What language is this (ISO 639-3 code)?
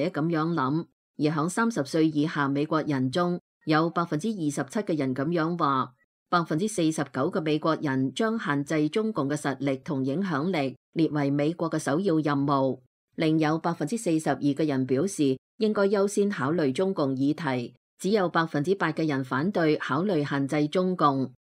yue